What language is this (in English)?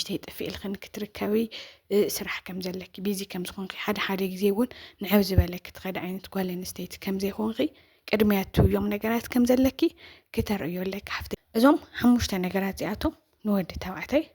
Tigrinya